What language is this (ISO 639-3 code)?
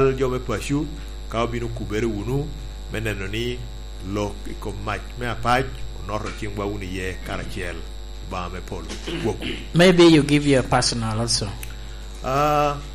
laj